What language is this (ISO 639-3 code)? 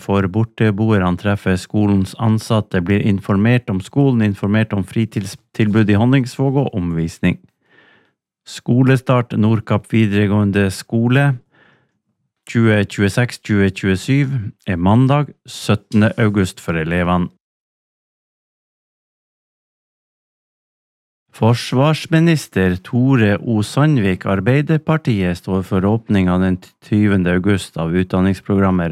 nor